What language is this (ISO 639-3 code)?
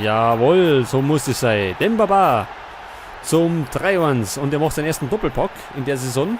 bar